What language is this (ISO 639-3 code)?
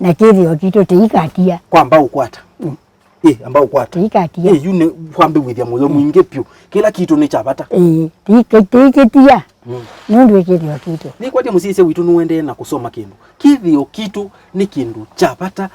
kam